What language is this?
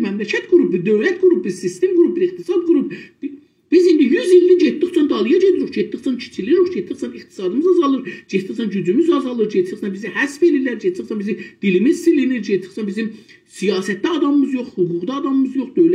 South Azerbaijani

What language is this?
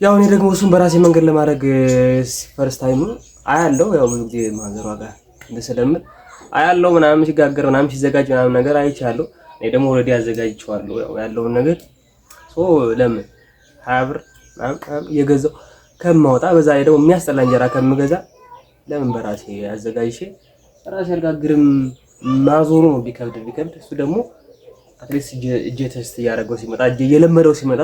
Amharic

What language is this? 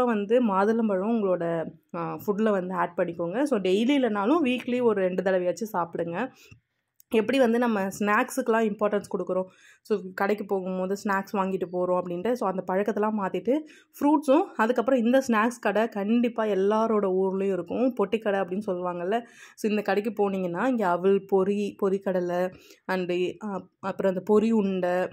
Tamil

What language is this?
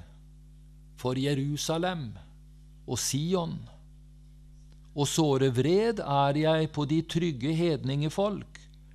Norwegian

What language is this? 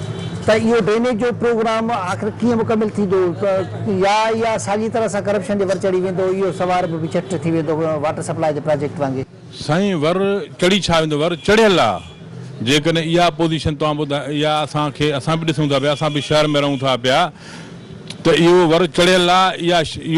Sindhi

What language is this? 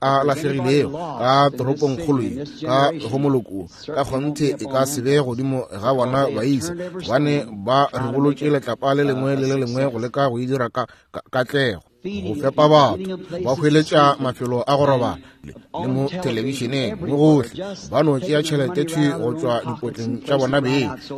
Northern Sotho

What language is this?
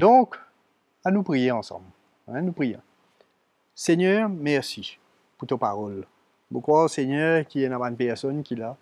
Morisyen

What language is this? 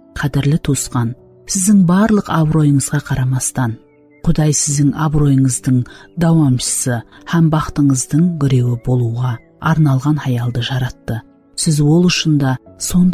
Kara-Kalpak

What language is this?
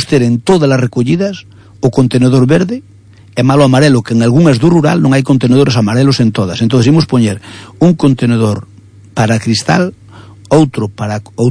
Galician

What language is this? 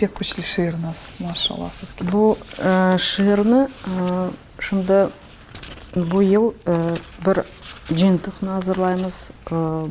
Crimean Tatar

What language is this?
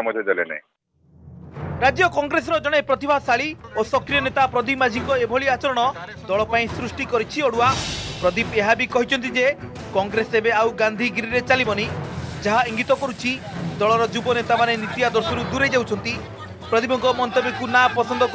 Odia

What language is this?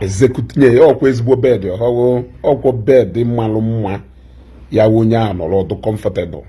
Igbo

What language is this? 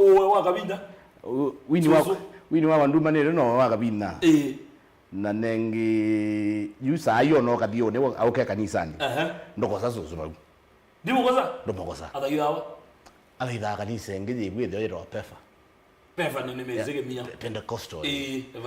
Kamba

